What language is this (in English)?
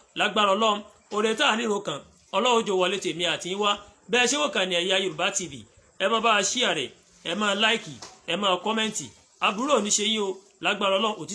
Yoruba